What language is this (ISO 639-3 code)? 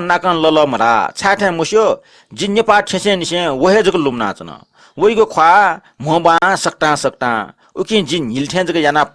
new